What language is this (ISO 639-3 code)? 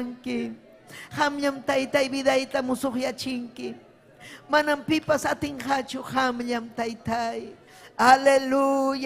quy